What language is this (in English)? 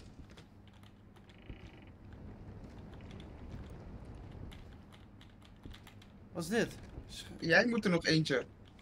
Dutch